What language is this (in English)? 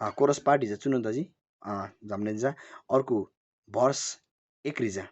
Eastern Tamang